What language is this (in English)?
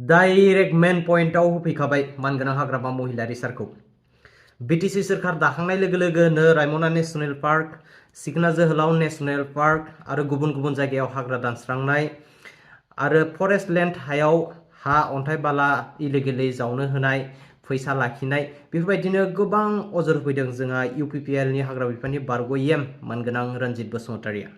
Bodo